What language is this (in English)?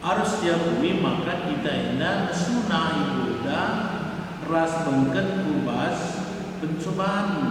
Batak Karo